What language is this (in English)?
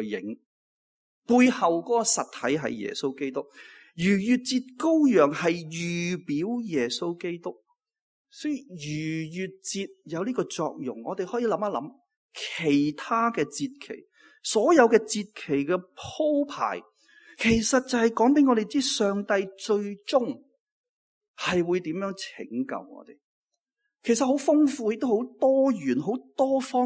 Cantonese